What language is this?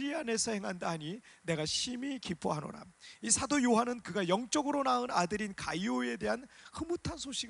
Korean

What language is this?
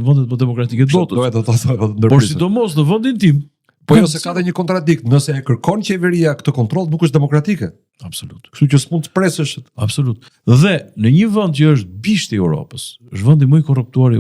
Albanian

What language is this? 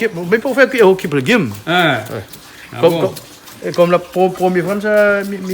Réunion Creole French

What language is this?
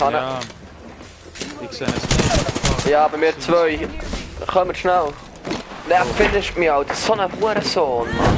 Swiss German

